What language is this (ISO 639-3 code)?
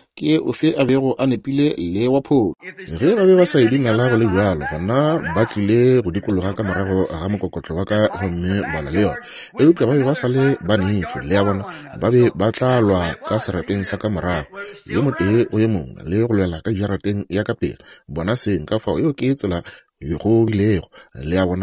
nso